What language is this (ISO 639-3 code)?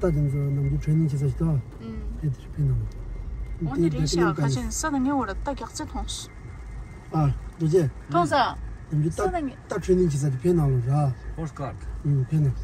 bod